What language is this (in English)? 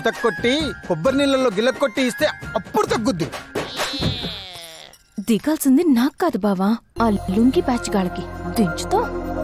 Telugu